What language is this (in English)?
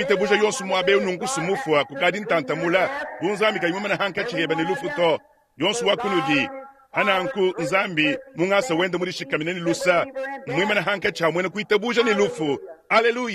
Luba-Lulua